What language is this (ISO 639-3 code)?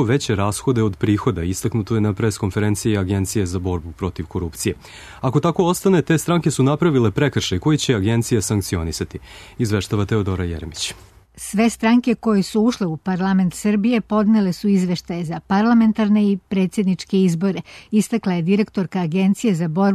srp